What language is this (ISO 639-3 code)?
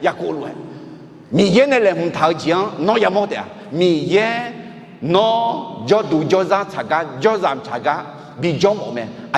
ahk